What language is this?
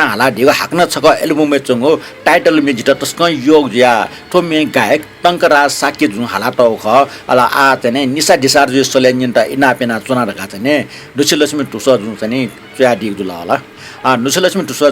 Newari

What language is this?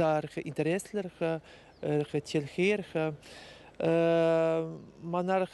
Chuvash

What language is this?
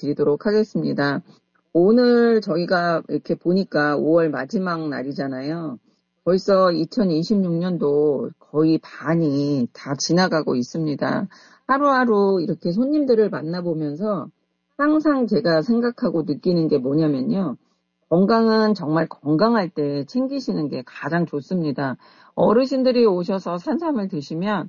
Korean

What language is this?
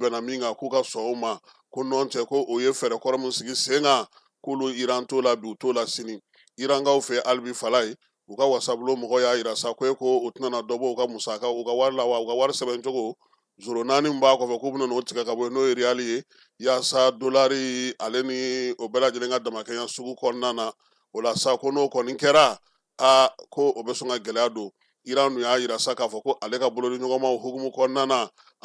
Bambara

